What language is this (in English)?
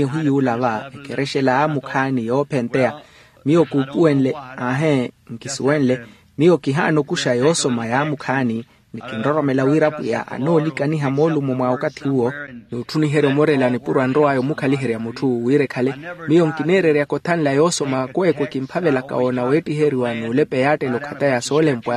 Makhuwa